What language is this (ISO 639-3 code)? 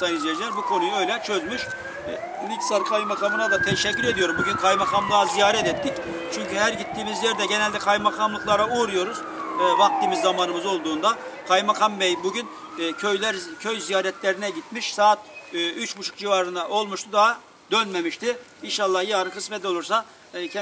tur